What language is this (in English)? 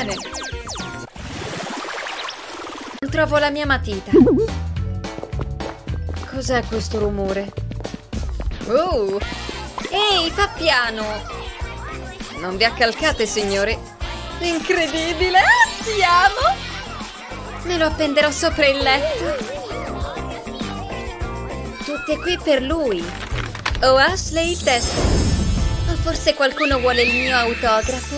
Italian